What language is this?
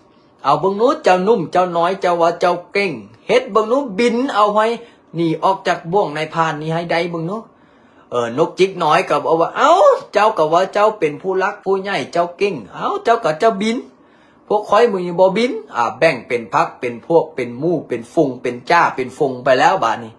Lao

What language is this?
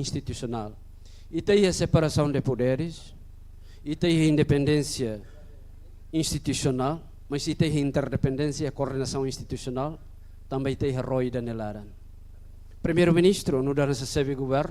Tetum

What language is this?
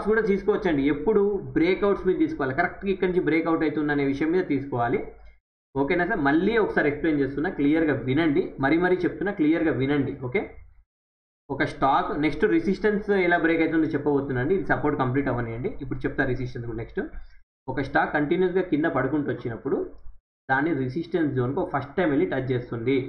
Telugu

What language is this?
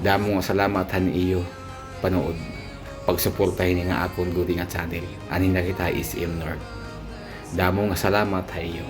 Waray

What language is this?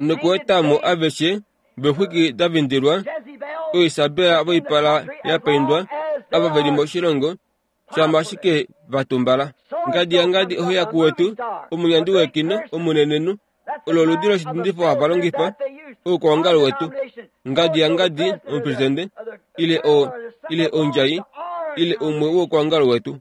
Kuanyama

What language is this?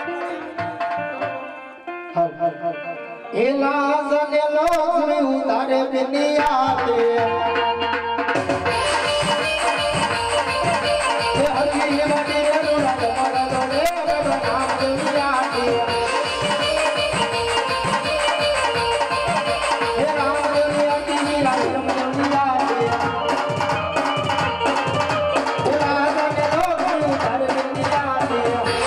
Gujarati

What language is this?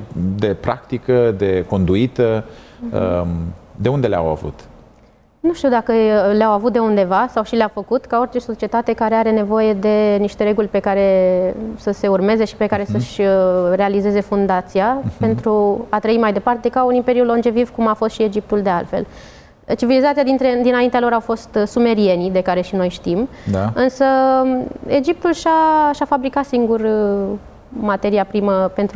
Romanian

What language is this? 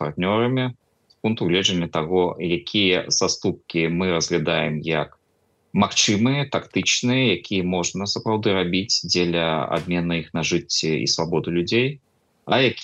Belarusian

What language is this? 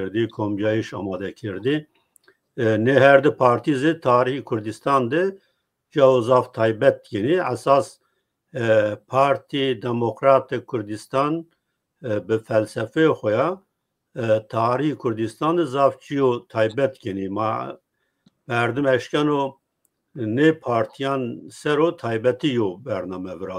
Zaza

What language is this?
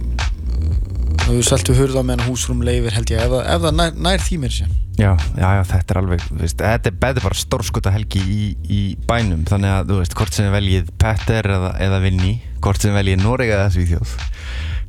Icelandic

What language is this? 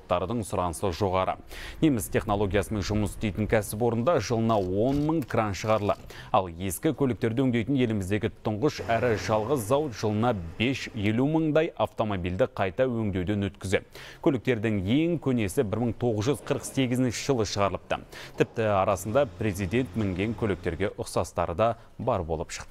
Kazakh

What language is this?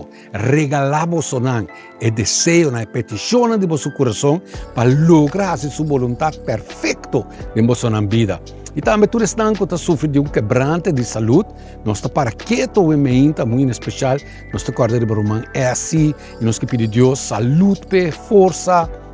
Papiamento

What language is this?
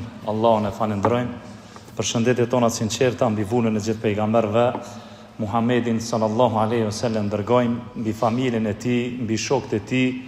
Albanian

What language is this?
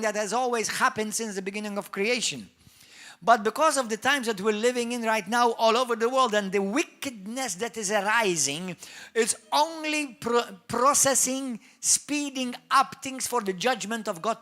English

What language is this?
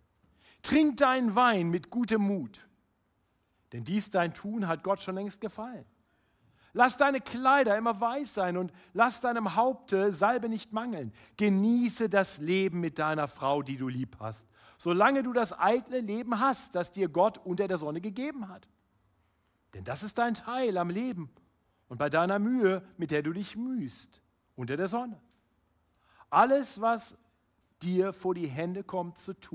German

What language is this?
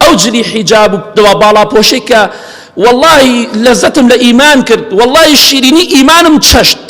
Central Kurdish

